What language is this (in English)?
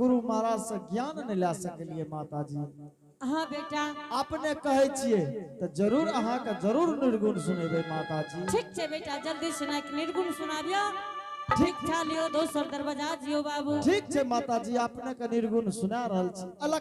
Angika